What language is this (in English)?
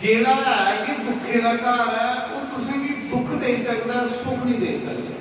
Dogri